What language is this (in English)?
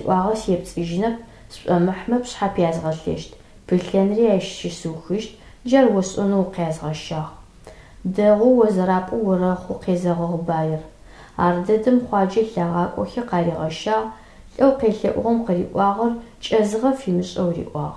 Adyghe